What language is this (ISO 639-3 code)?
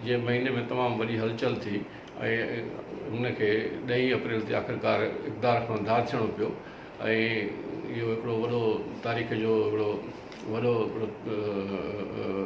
snd